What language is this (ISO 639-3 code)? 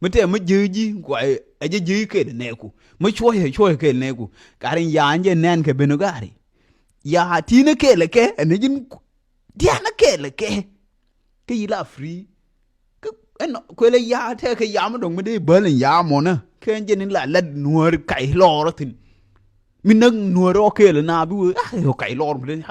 nus